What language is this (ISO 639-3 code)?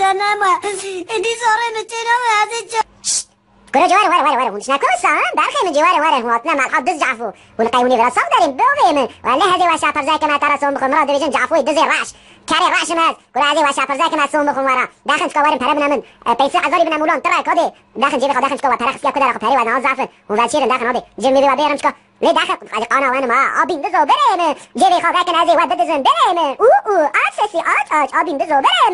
kur